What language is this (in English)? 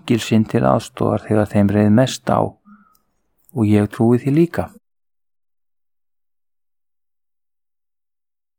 Icelandic